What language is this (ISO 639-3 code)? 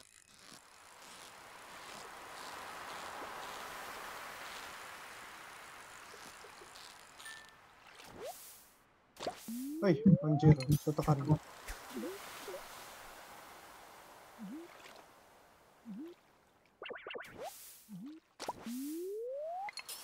ind